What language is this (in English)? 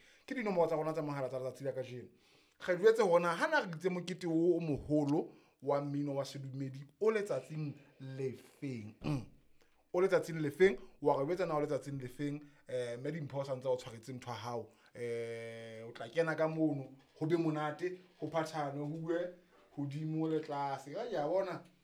Southern Sotho